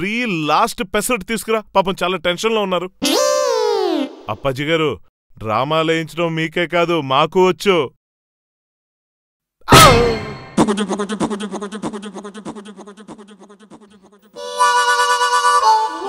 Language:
Telugu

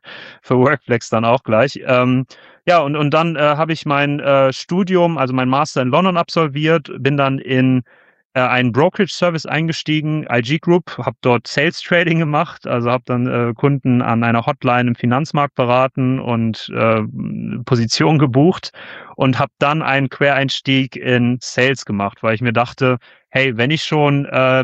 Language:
German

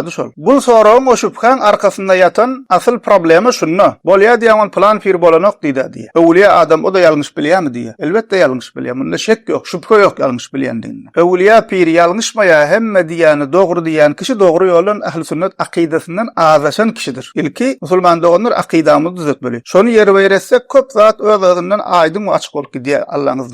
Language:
Turkmen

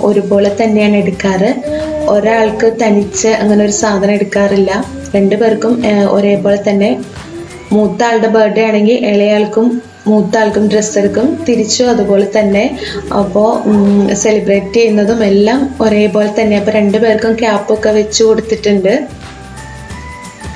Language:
Malayalam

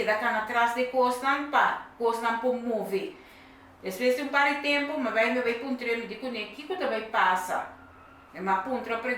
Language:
Papiamento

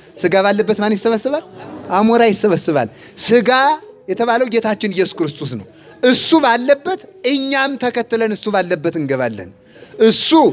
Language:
Amharic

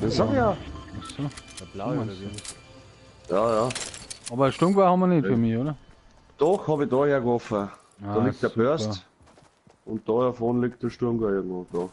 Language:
Bavarian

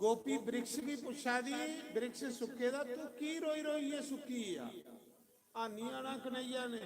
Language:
Dogri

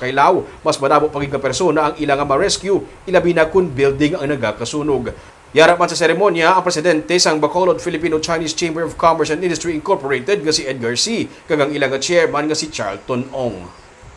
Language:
Hiligaynon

